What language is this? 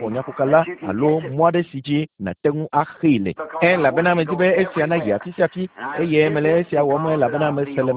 Ewe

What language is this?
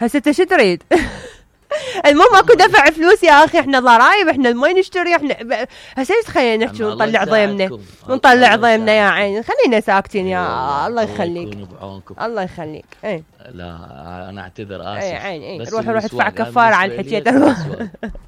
Mesopotamian Arabic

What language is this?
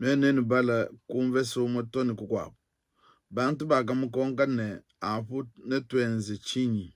Luba-Lulua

